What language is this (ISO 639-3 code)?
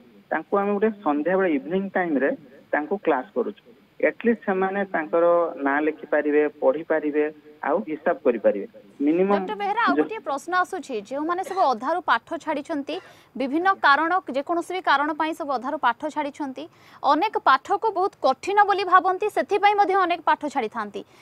ori